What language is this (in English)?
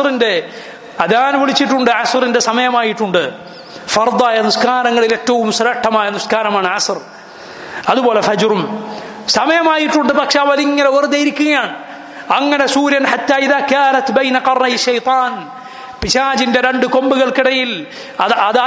Malayalam